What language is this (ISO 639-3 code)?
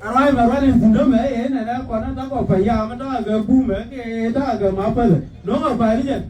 nus